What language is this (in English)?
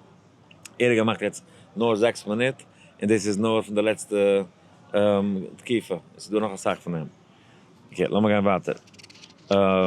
Yiddish